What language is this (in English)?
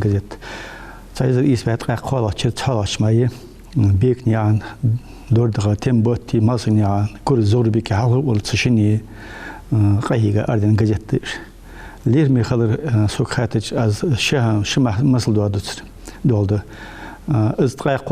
Ingush